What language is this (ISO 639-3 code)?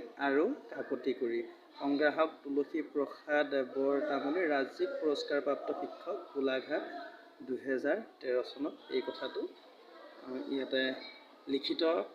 asm